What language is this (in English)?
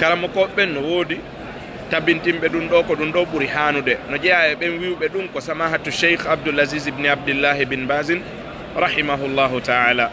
Fula